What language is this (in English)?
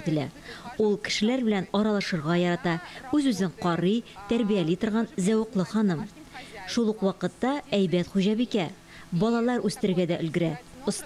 Tatar